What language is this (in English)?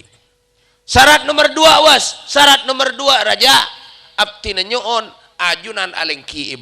Madurese